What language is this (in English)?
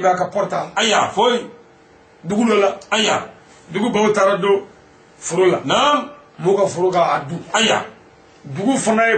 Bambara